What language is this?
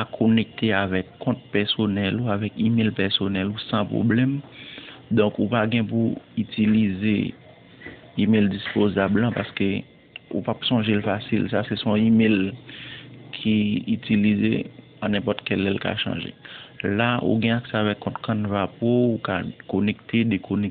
Haitian Creole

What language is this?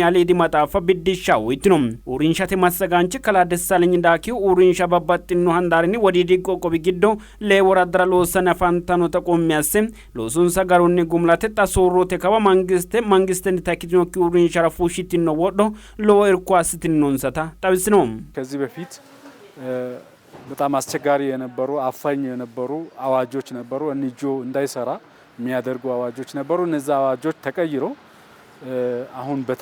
Sidamo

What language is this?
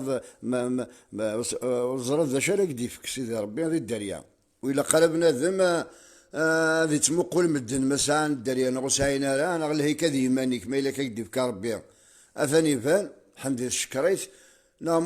Kabyle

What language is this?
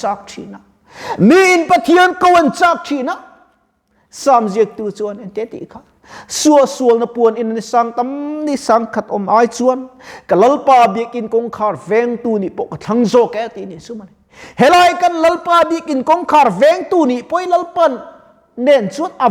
Mizo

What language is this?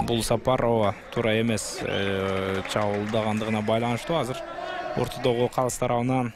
Kyrgyz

